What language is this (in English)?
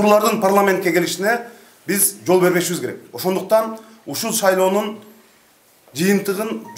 Kyrgyz